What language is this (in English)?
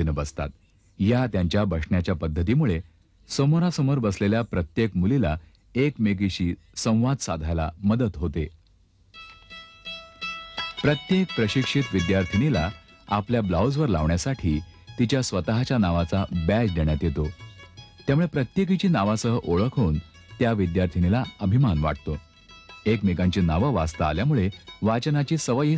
Marathi